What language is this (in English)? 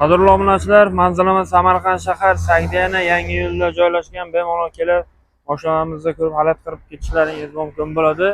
Uzbek